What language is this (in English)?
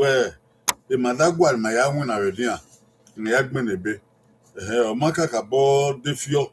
Bini